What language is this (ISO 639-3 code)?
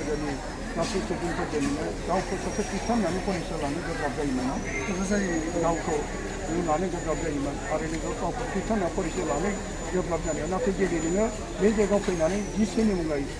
brx